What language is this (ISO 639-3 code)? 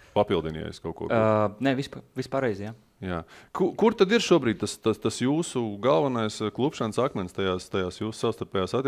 lav